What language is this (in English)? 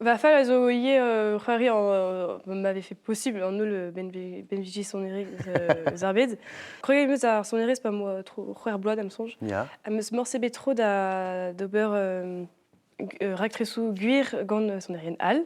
Breton